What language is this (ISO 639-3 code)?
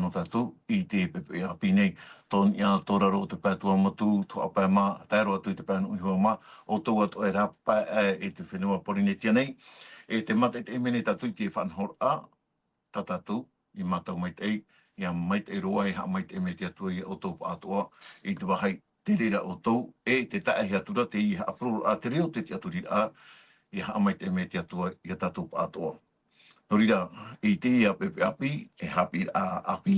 tah